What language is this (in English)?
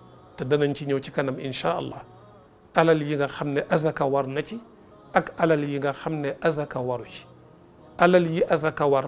Wolof